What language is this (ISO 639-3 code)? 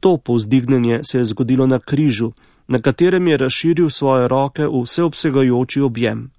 slv